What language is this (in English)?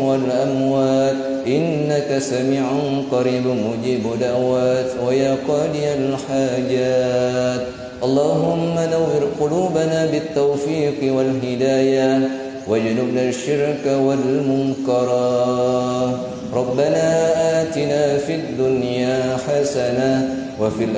Buginese